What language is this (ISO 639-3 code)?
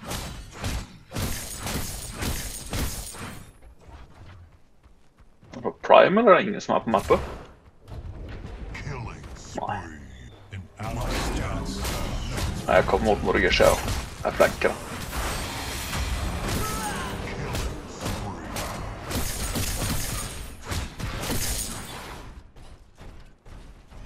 nor